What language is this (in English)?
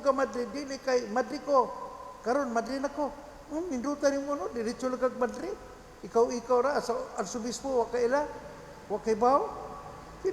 Cebuano